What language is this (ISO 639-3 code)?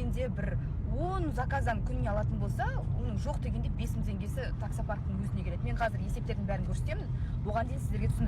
kaz